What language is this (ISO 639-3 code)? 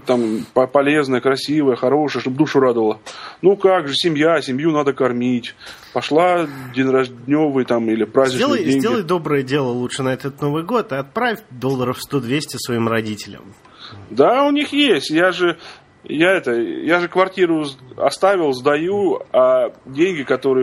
rus